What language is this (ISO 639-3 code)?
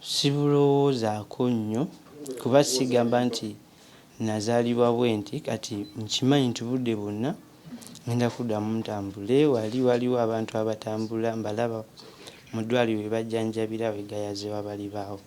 lug